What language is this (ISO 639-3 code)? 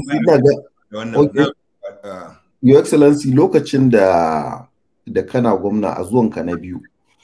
hau